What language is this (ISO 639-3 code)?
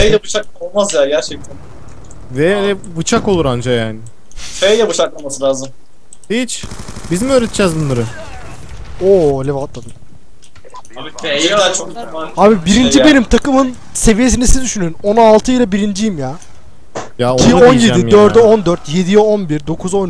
tur